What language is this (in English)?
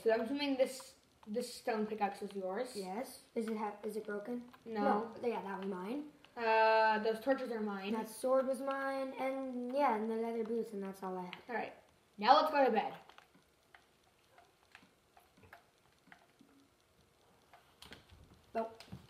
English